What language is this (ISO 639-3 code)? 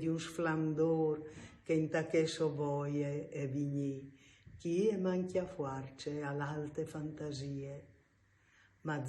fur